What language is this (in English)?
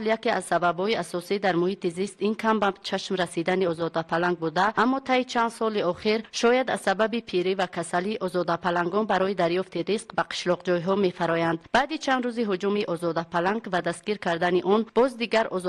Tajik